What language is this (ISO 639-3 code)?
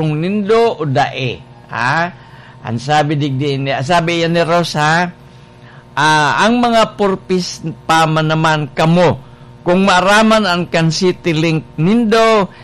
bik